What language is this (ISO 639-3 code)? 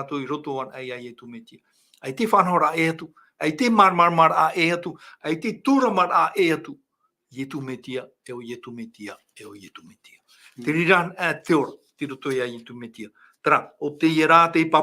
tah